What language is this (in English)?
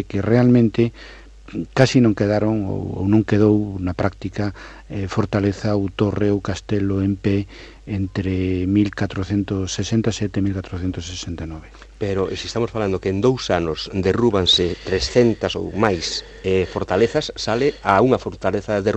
Galician